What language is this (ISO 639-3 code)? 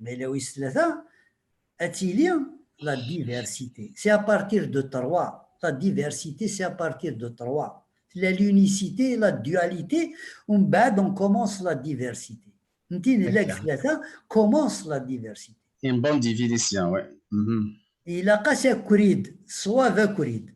kab